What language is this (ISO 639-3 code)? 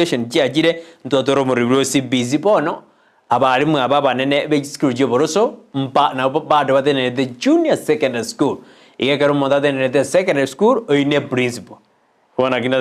guz